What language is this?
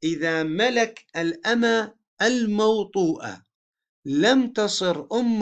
Arabic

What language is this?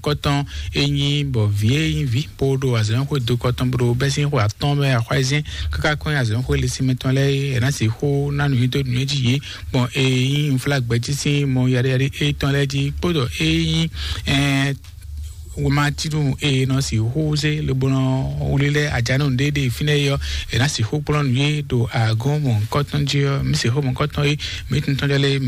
Fon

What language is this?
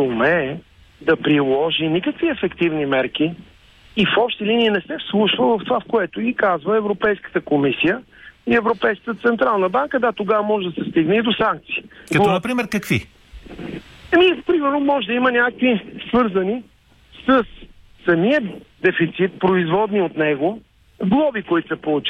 Bulgarian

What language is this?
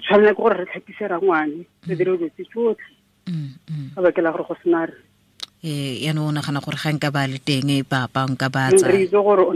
Tswana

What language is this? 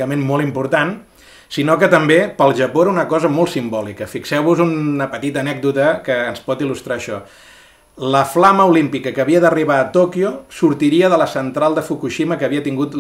Catalan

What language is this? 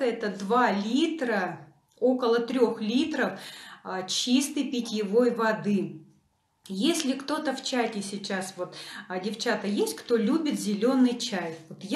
Russian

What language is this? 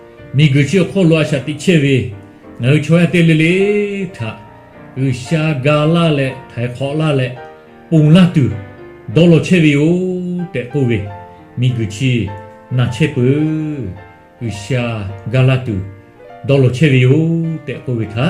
Lahu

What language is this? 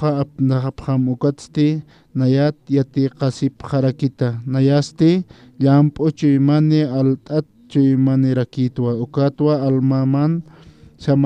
Aymara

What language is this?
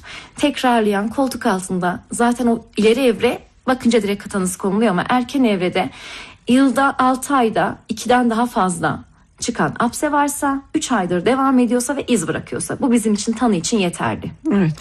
Turkish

